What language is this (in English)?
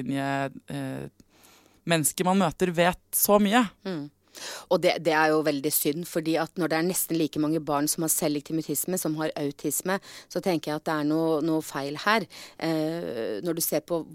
Norwegian